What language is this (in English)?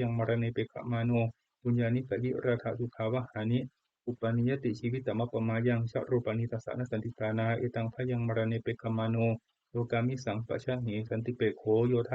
Pali